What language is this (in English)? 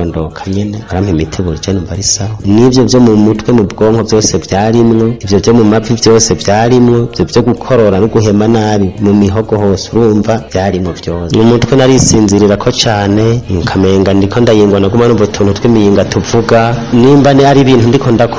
Rundi